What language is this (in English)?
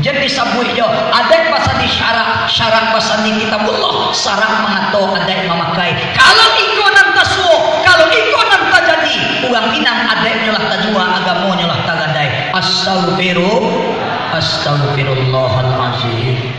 Minangkabau